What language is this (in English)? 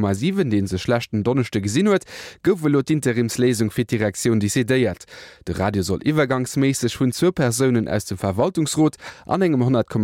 Luxembourgish